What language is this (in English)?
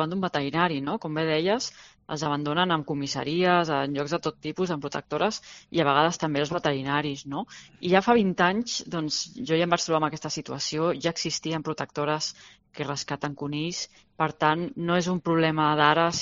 Catalan